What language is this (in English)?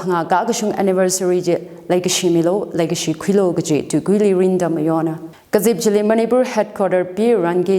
Tangkhul Naga (India)